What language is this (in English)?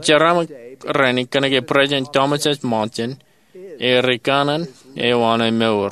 Marshallese